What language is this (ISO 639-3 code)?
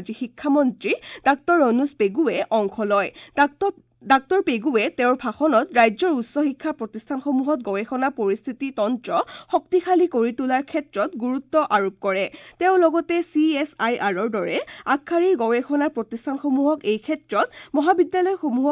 asm